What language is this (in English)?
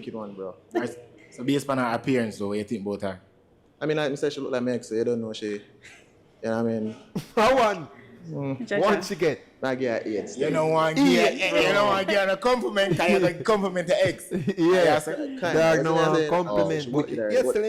Jamaican Creole English